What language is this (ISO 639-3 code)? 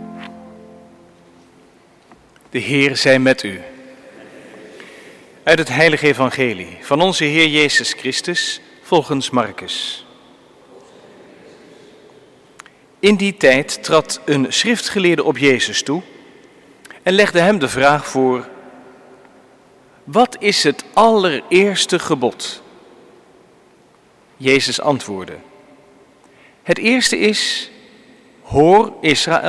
nld